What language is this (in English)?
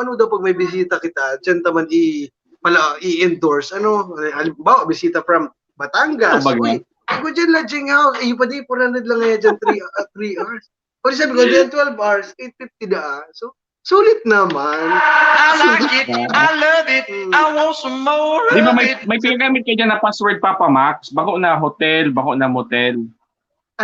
Bikol